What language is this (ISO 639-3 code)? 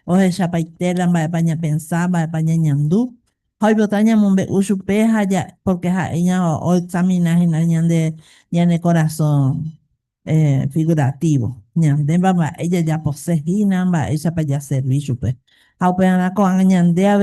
grn